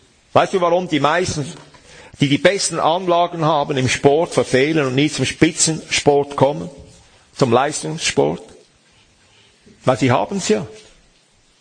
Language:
German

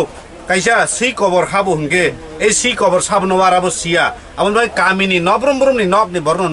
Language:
Kok Borok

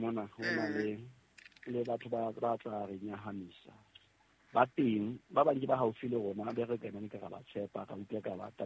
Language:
Southern Sotho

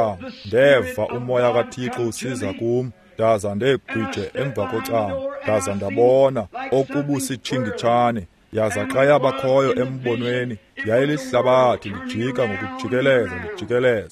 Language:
Xhosa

